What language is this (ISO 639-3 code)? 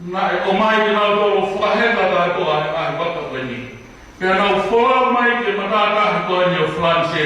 ton